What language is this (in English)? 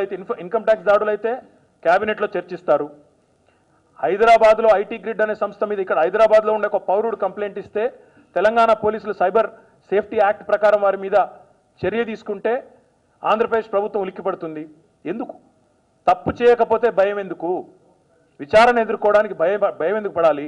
Telugu